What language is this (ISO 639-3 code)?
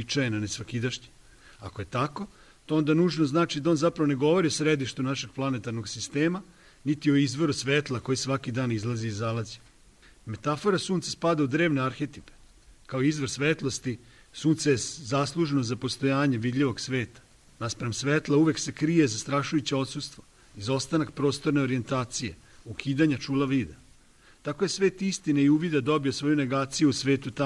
srp